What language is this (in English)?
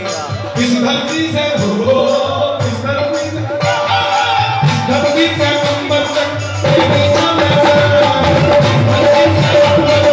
Hindi